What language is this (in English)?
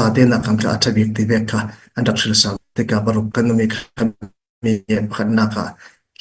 Falam Chin